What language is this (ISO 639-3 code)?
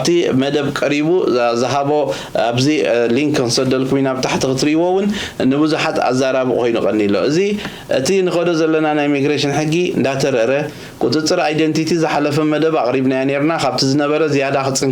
tir